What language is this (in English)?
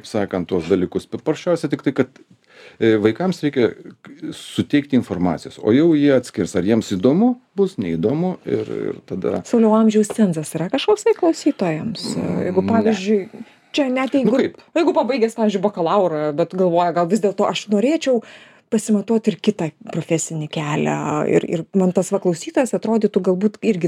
Lithuanian